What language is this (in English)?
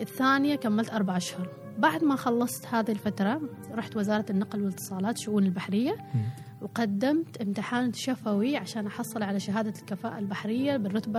Gulf Arabic